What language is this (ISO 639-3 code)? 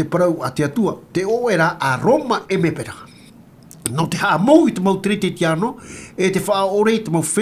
tah